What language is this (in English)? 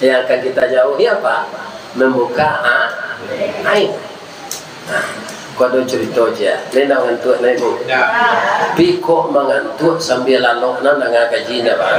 Minangkabau